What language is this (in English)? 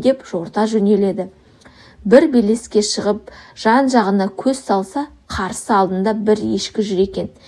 Kazakh